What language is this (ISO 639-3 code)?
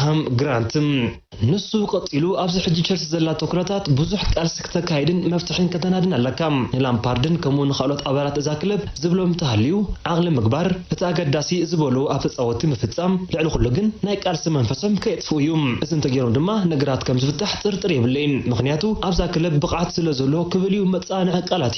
tir